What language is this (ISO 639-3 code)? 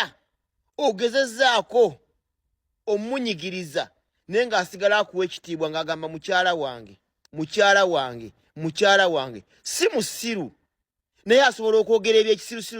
lug